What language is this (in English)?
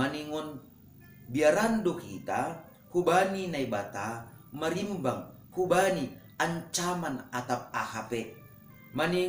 Batak Simalungun